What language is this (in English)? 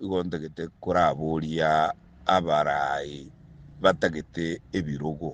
Gusii